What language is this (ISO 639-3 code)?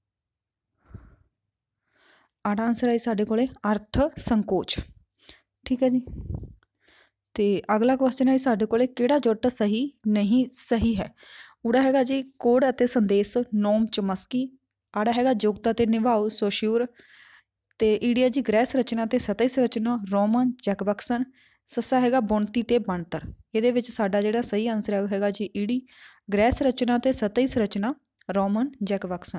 pan